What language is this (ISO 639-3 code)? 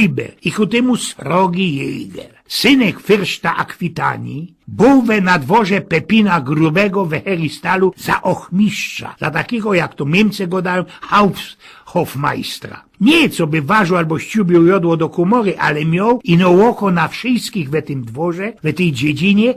szl